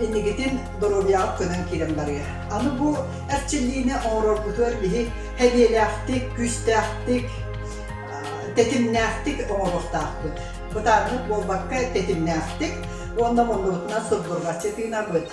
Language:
Yakut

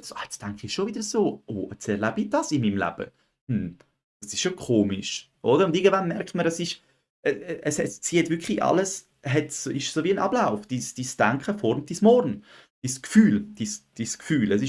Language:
Swiss German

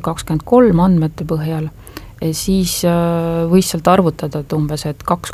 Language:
Estonian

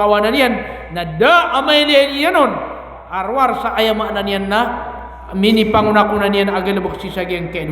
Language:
Maranao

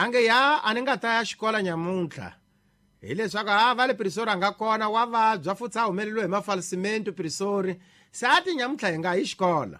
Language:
Tsonga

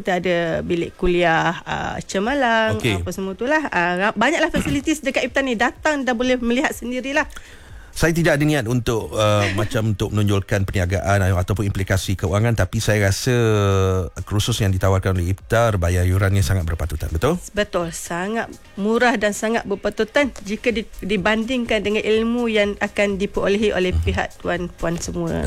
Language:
Malay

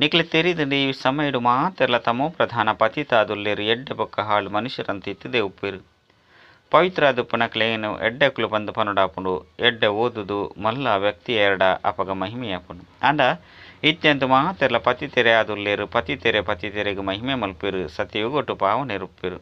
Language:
Tulu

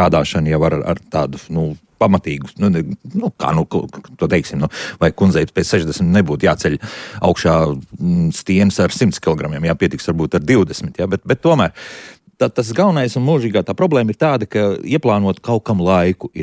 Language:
Latvian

